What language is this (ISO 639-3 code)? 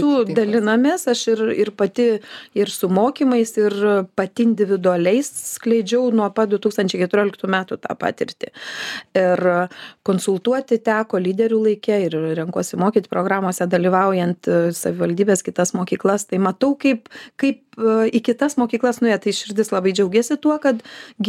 lit